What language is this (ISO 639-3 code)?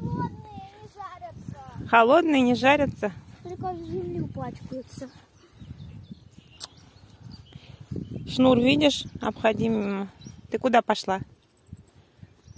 rus